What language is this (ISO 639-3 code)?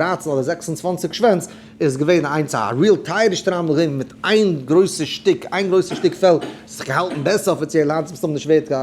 yid